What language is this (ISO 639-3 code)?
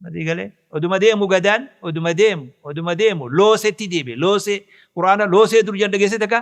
orm